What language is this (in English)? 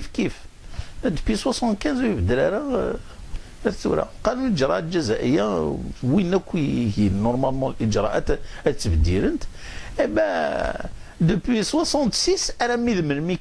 Kabyle